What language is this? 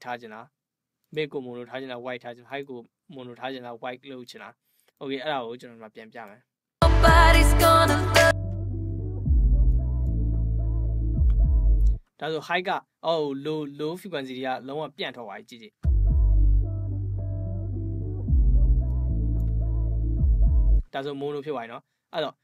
Burmese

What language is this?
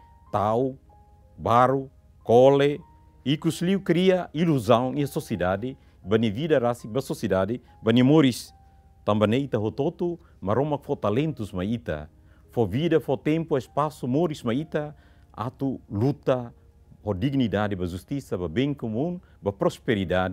Tetum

